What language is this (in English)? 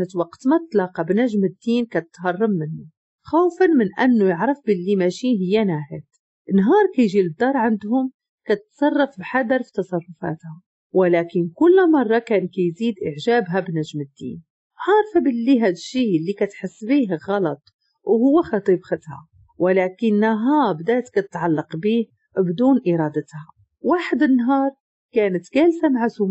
Moroccan Arabic